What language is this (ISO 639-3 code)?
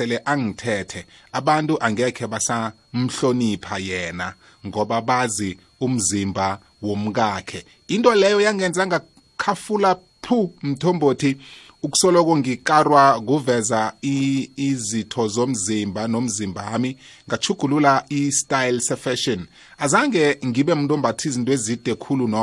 nbl